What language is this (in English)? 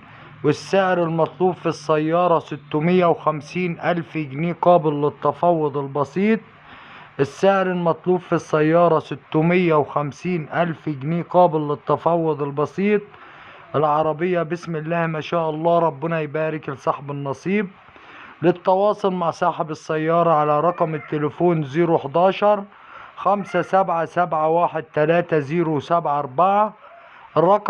Egyptian Arabic